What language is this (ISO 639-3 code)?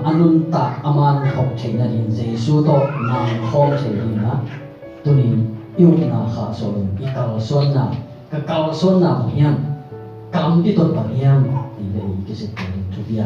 ctd